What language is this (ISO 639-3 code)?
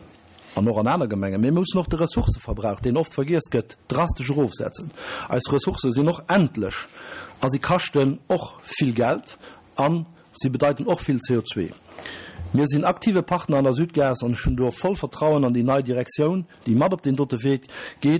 ltz